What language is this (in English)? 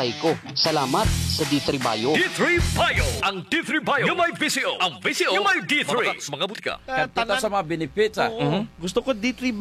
Filipino